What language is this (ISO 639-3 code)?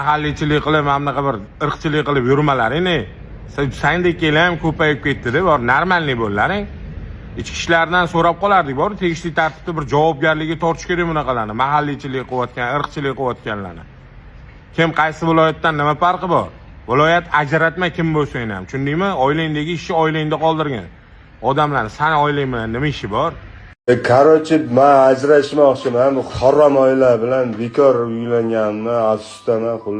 uzb